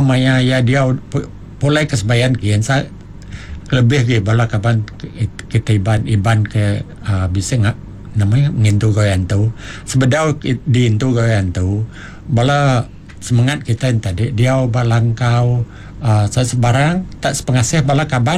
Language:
Iban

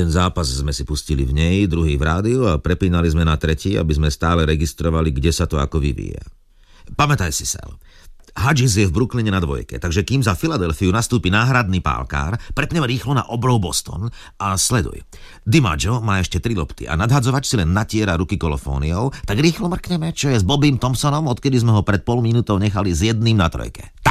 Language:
Slovak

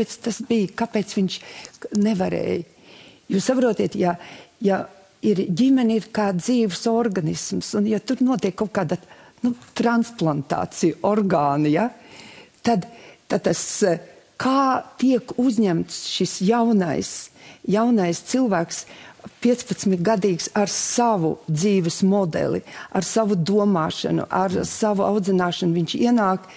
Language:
Latvian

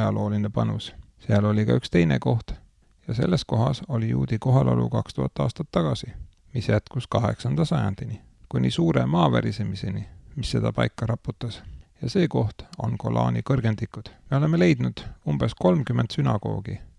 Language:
Estonian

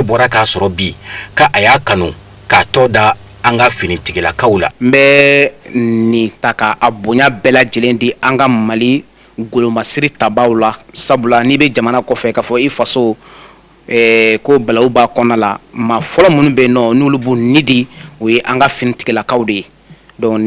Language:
Bambara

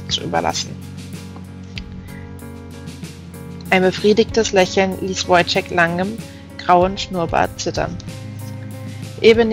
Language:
German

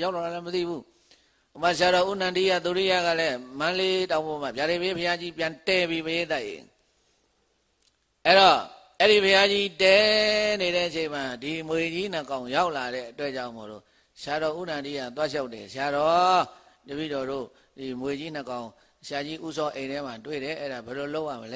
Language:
Burmese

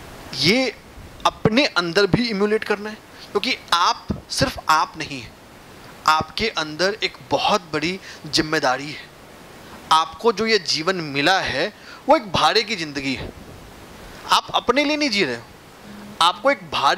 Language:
Hindi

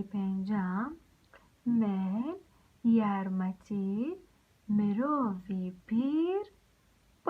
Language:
Central Kurdish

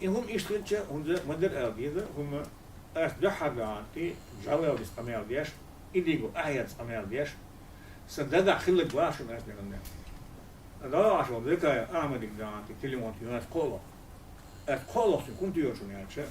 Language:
Chechen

